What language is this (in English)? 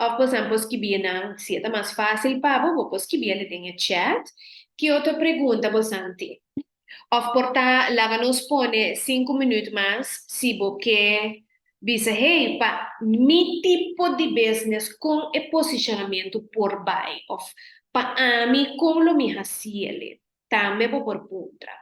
Papiamento